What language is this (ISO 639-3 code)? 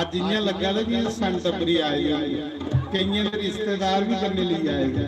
doi